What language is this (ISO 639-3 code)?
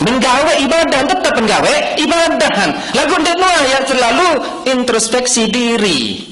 sas